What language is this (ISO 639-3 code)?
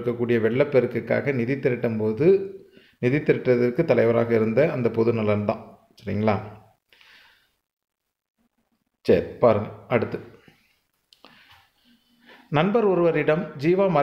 tam